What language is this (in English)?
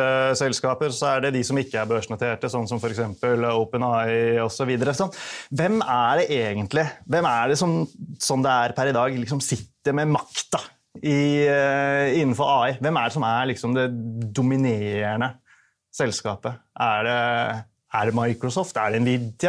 Norwegian